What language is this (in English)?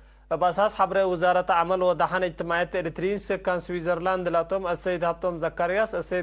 Tigre